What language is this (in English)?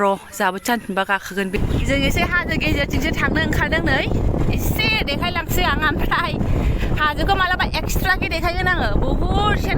Bodo